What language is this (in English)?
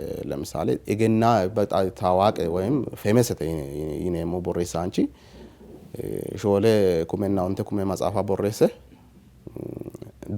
Sidamo